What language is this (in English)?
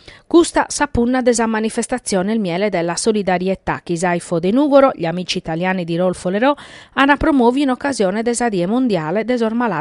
Sardinian